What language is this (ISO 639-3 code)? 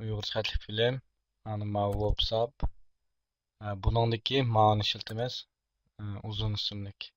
uig